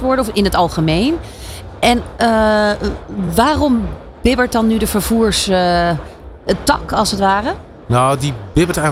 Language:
Dutch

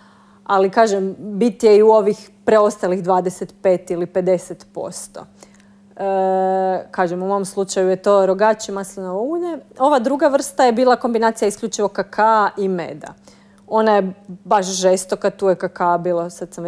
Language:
Croatian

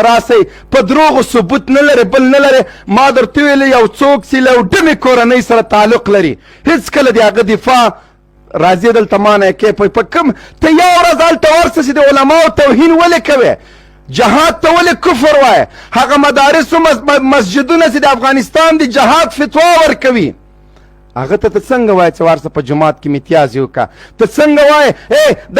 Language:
Pashto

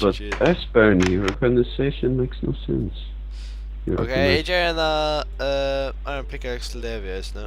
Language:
Faroese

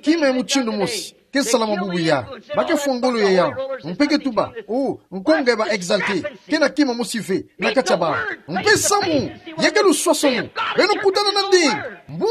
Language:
Kituba (Democratic Republic of Congo)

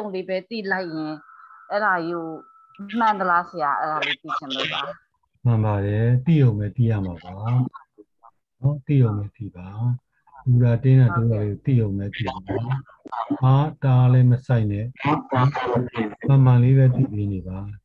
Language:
Burmese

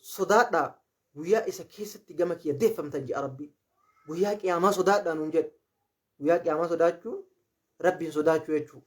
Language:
Oromo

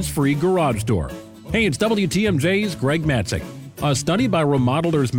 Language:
English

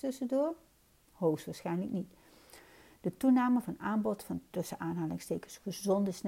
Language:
Dutch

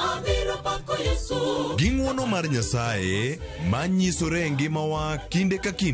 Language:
Luo (Kenya and Tanzania)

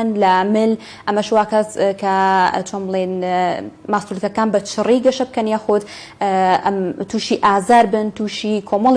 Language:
Central Kurdish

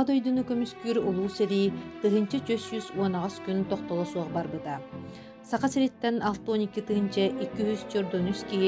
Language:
Yakut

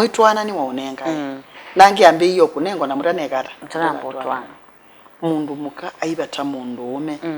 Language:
Kamba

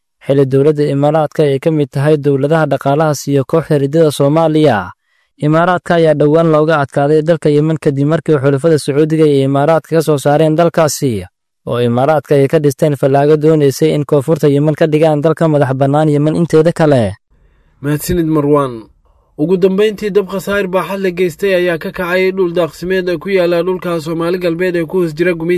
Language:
Somali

